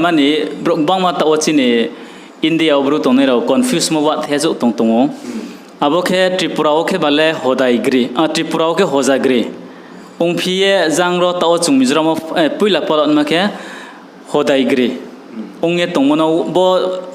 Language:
Riang (India)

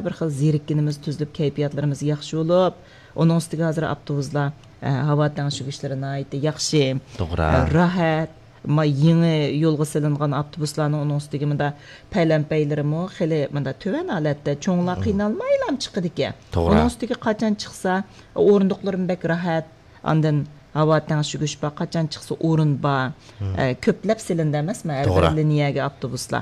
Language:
Uyghur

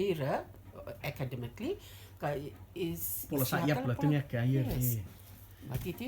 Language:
Rotuman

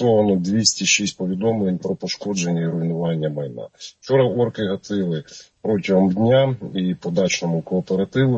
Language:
Ukrainian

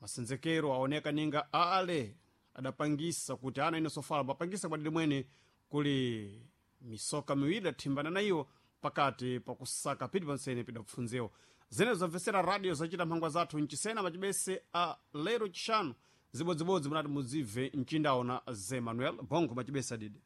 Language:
Sena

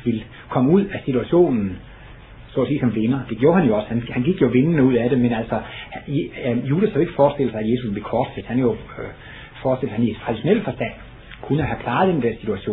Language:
Danish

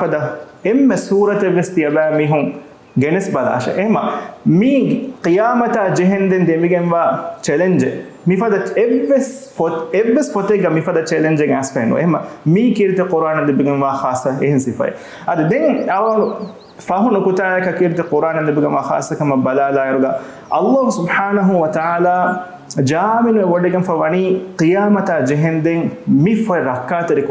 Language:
Divehi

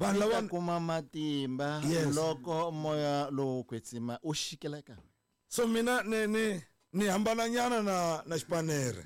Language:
Tsonga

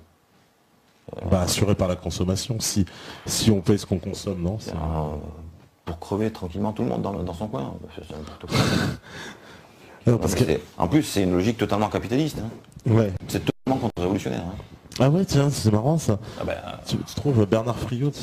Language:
French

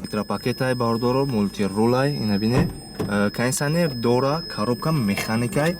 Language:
Tajik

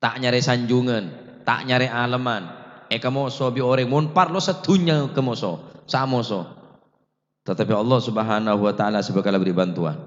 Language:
Madurese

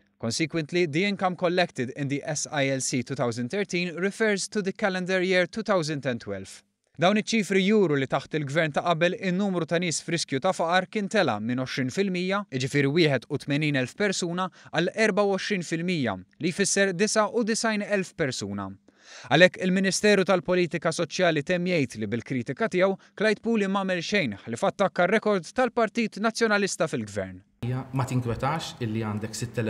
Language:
Maltese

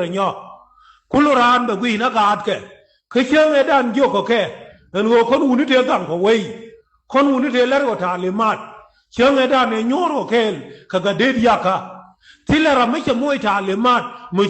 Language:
Nuer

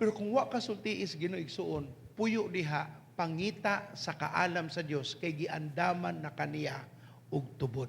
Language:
Cebuano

